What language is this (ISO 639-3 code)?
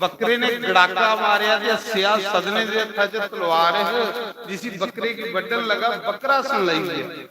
doi